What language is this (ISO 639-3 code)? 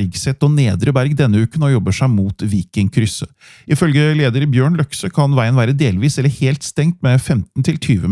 nor